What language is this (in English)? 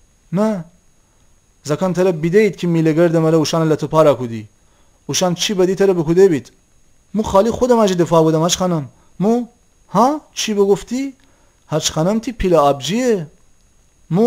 Gilaki